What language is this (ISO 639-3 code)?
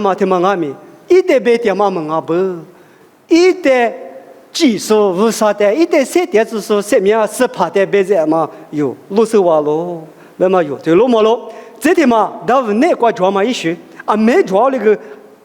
lis